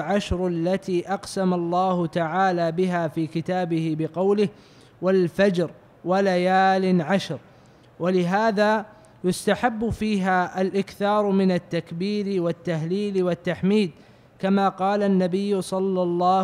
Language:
Arabic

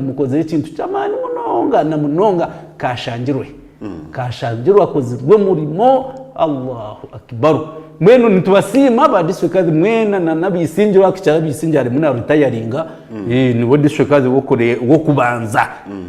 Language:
Nyankole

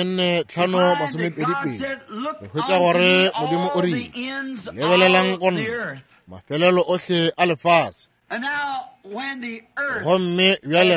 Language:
Northern Sotho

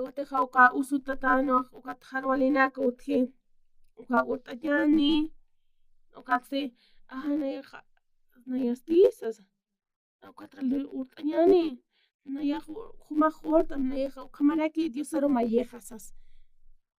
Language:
Aymara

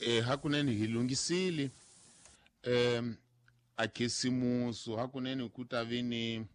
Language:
Tsonga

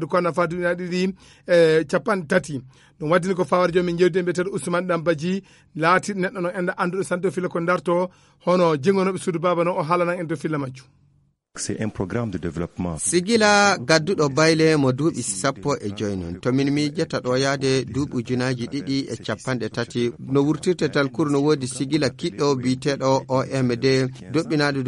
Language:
Nigerian Fulfulde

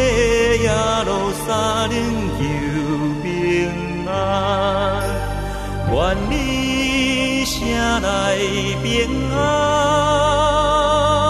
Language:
Chinese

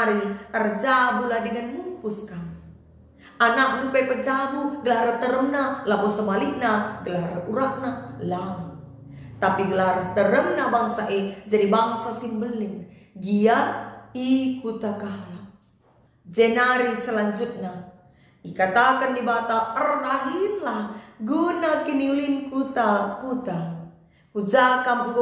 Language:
Batak Karo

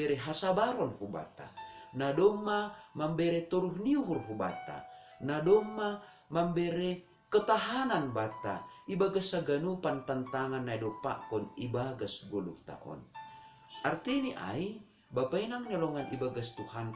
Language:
Batak Simalungun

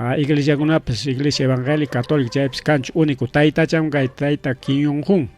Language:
Ayacucho Quechua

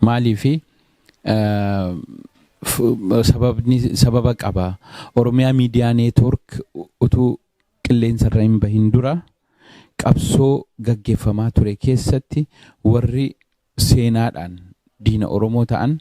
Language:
Oromo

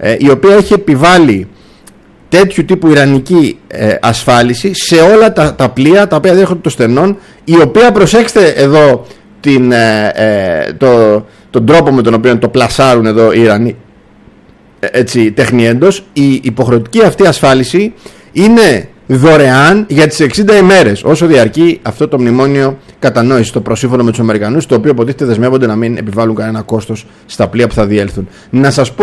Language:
Greek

